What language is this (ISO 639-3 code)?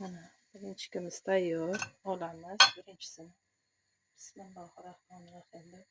uzb